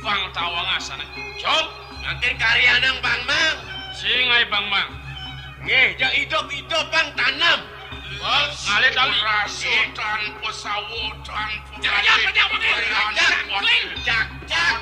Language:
Balinese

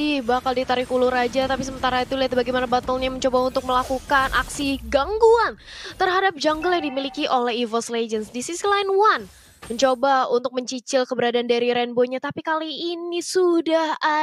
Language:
Indonesian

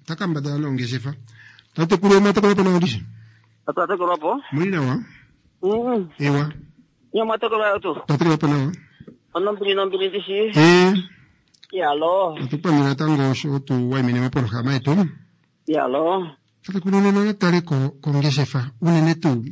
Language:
Kuanyama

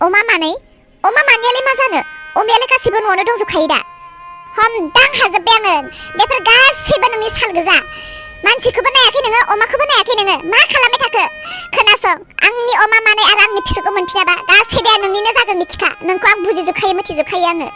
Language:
Bodo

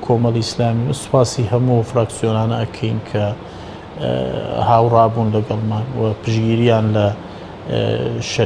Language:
Central Kurdish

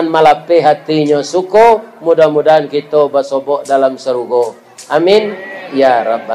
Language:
Minangkabau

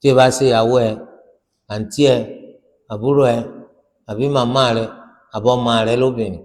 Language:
Yoruba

